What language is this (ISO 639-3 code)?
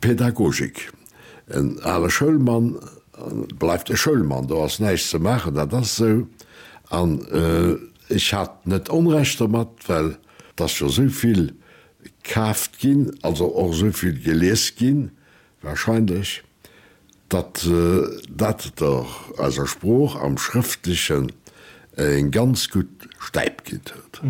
ltz